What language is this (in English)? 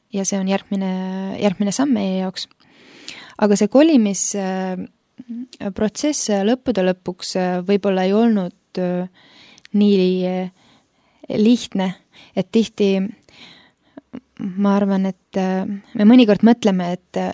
Estonian